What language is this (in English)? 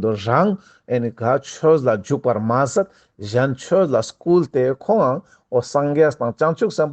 Ladakhi